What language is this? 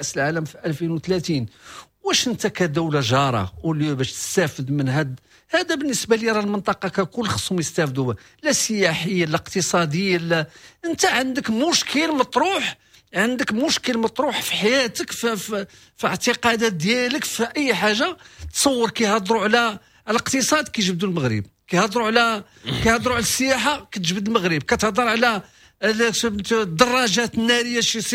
Moroccan Arabic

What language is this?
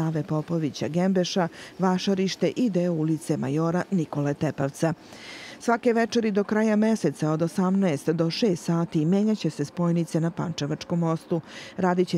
Serbian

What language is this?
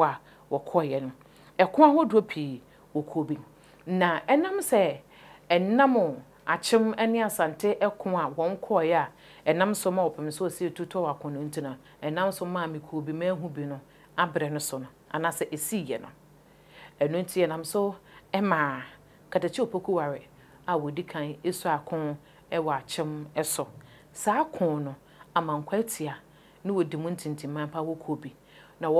Akan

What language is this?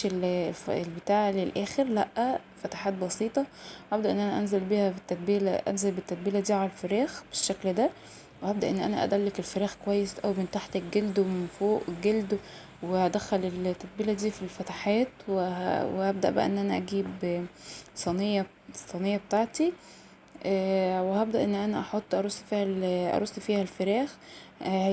Egyptian Arabic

